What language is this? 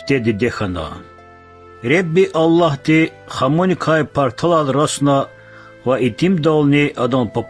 Lezghian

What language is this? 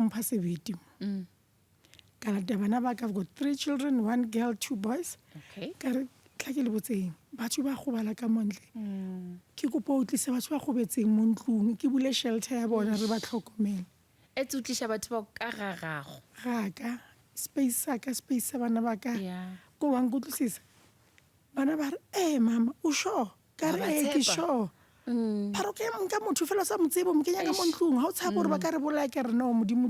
Northern Sotho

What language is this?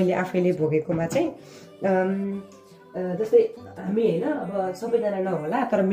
Nepali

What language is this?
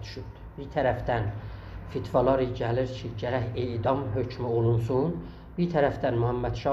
South Azerbaijani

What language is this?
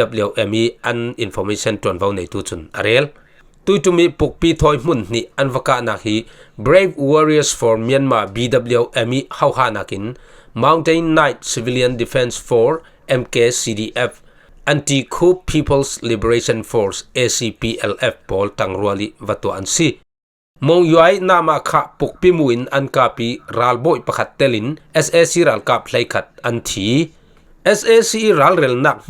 Falam Chin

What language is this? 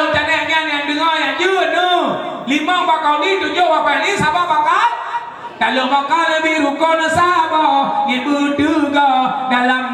Achinese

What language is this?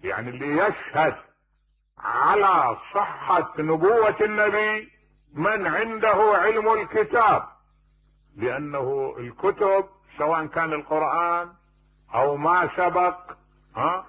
Mesopotamian Arabic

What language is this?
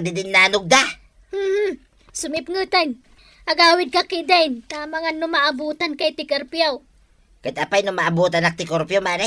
Iloko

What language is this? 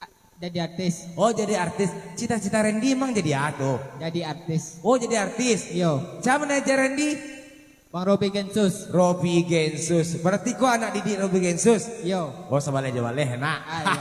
Minangkabau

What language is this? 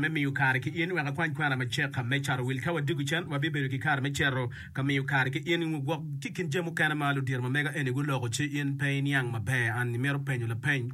Acoli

